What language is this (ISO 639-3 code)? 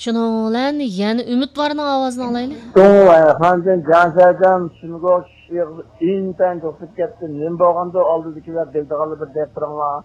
uig